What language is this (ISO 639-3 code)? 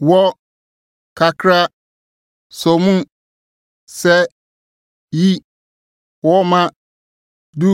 aka